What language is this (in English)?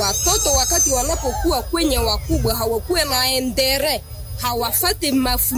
Swahili